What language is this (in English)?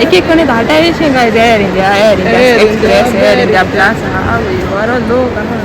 Konkani